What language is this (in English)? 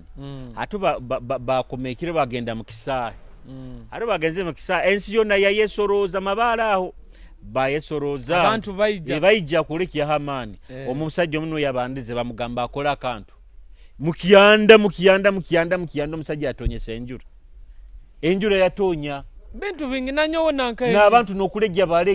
Nyoro